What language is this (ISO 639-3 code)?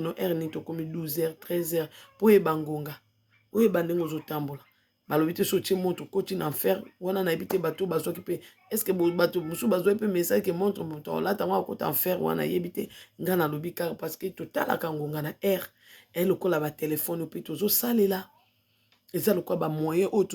lin